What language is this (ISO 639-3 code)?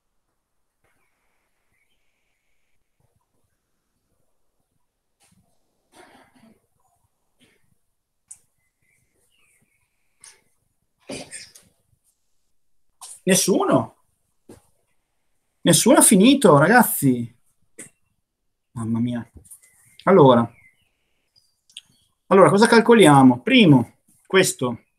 ita